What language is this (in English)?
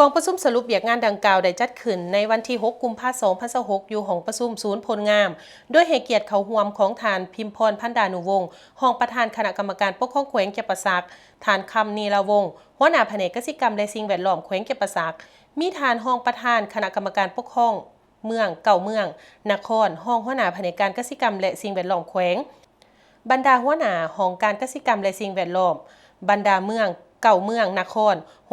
Lao